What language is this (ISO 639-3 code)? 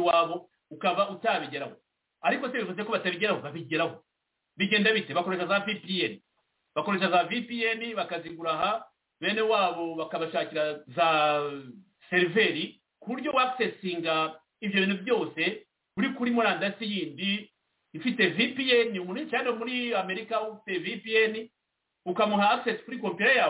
kin